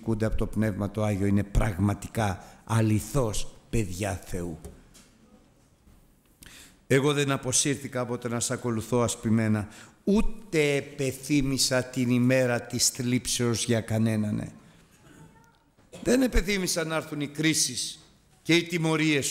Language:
Greek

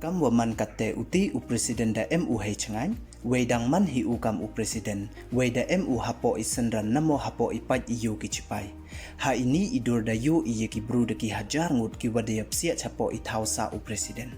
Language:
Pnar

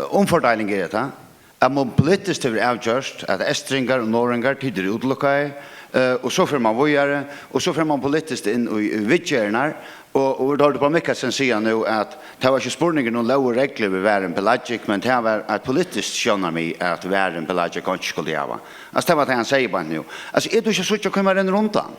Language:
Faroese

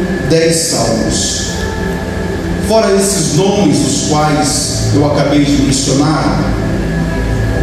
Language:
Portuguese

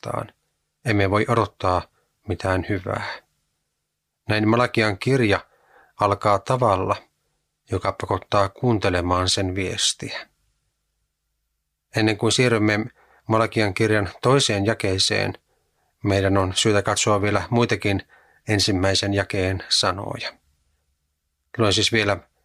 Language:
Finnish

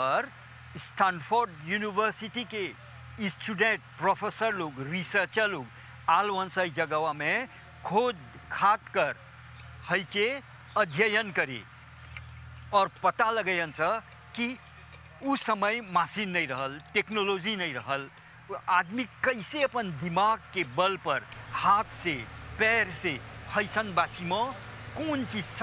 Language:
Bhojpuri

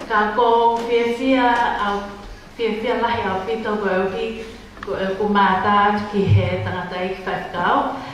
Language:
Tongan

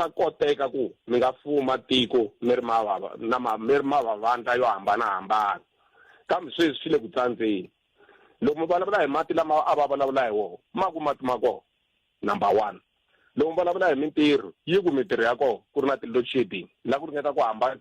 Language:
Tsonga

